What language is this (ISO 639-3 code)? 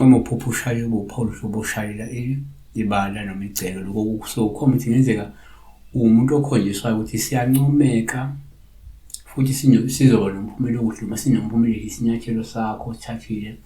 zul